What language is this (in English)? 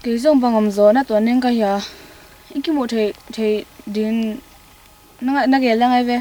Tedim Chin